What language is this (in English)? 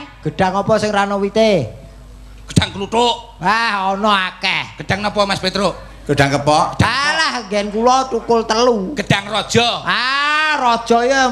Javanese